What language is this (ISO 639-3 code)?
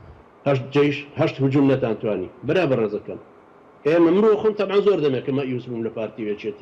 ckb